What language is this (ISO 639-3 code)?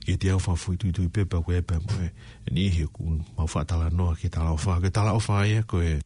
ton